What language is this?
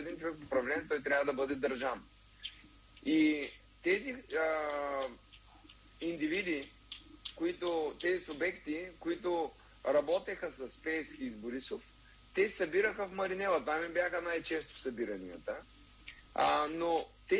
Bulgarian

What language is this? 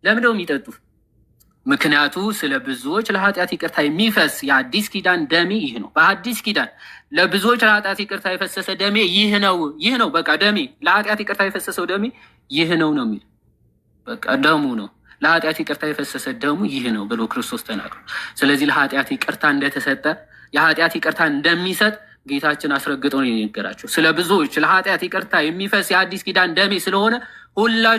Amharic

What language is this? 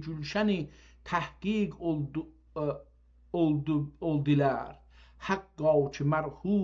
South Azerbaijani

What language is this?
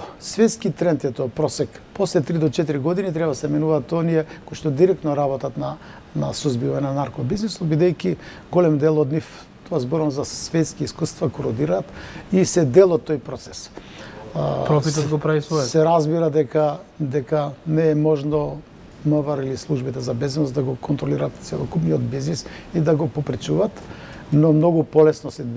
Macedonian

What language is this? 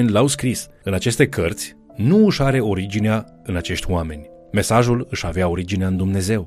Romanian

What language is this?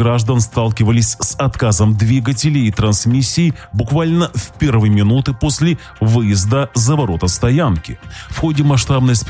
Russian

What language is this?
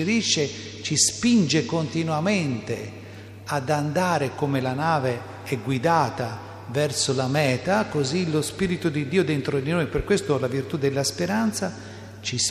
Italian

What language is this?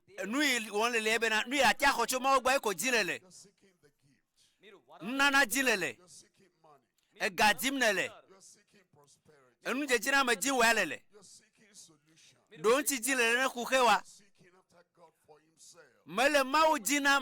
Ewe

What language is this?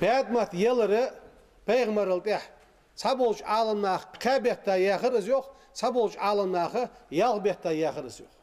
Ingush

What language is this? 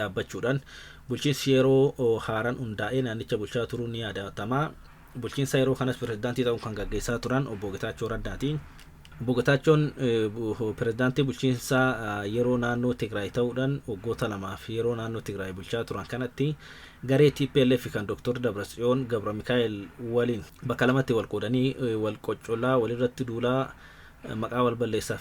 Oromo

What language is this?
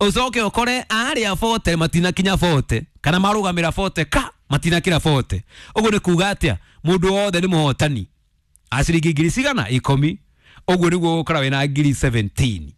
Kikuyu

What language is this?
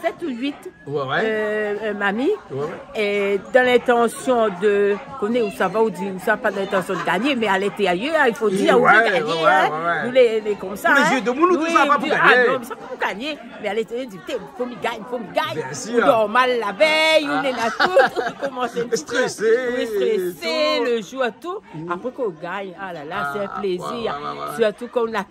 Réunion Creole French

